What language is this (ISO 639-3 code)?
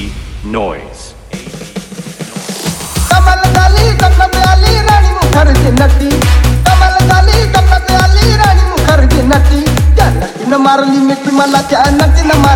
mar